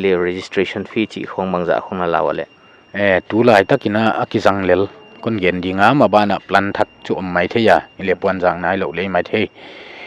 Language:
Paite Chin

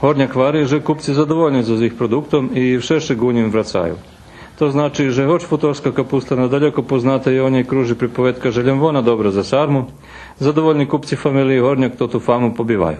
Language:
Rusyn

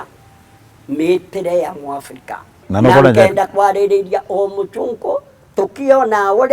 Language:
Meru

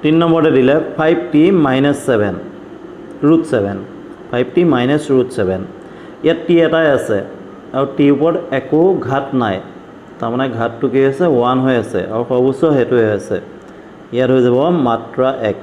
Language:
Assamese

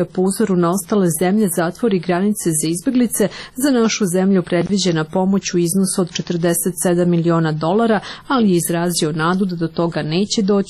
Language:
Serbian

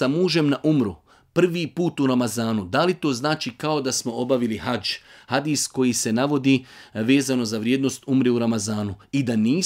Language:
Bosnian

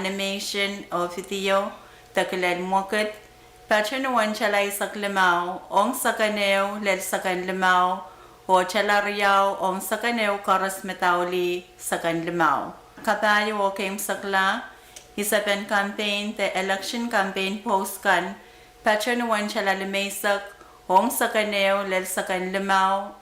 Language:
Pohnpeian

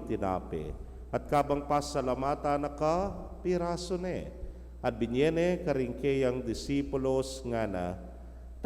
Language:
Pampanga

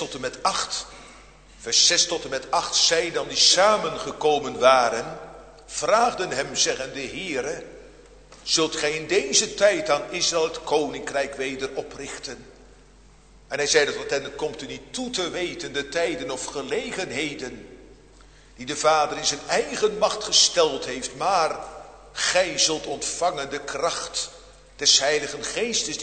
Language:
Dutch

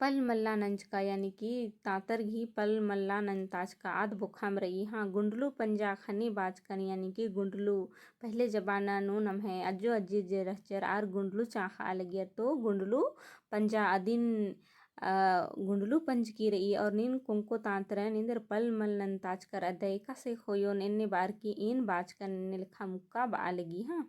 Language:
Kurukh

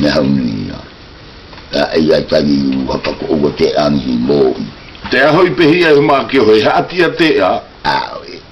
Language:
South Marquesan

